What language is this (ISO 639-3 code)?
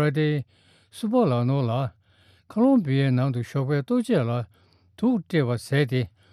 bod